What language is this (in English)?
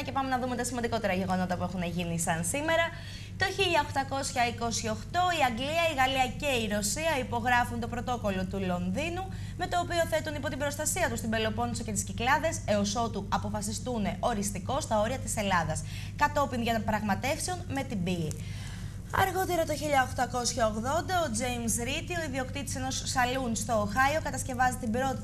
Greek